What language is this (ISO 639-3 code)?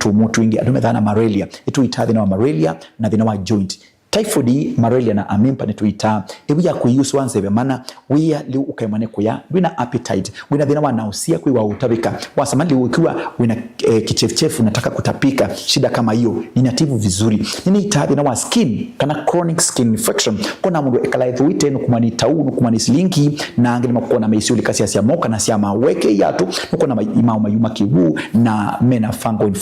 kam